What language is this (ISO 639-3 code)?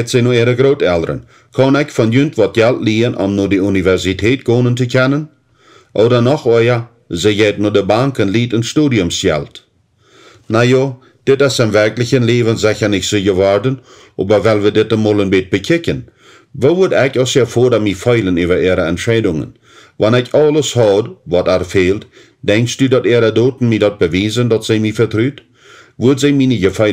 pdt